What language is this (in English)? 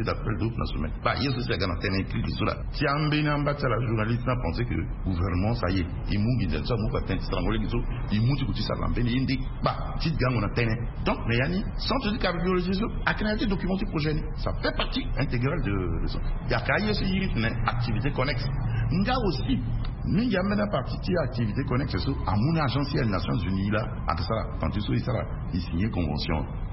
Sango